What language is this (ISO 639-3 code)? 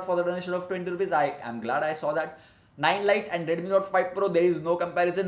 eng